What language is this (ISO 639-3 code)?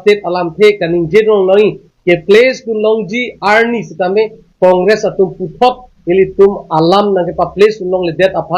mjw